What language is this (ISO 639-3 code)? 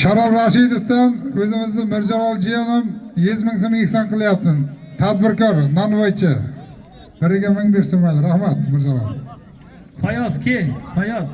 uzb